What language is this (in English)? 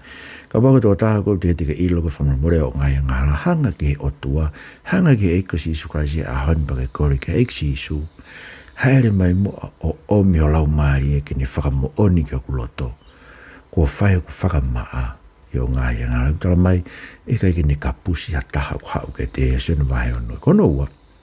Tongan